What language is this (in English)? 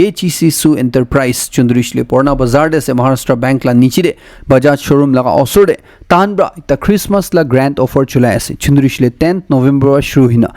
Naga Pidgin